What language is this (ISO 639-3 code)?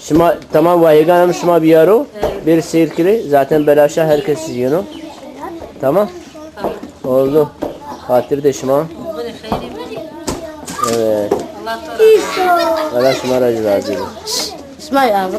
zza